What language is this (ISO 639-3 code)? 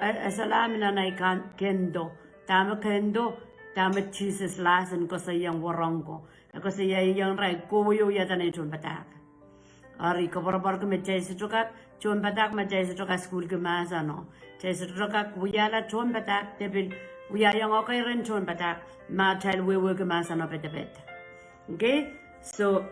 pon